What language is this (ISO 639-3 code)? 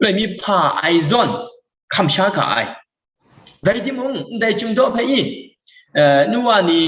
kac